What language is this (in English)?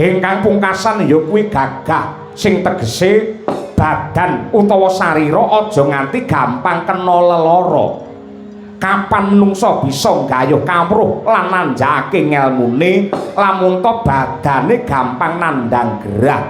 Javanese